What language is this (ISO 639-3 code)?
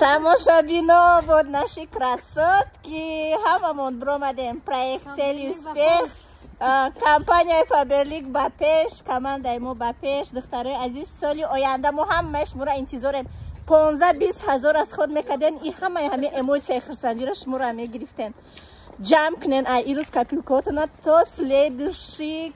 tgk